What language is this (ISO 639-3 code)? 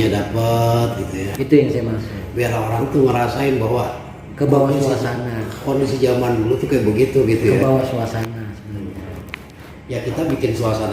bew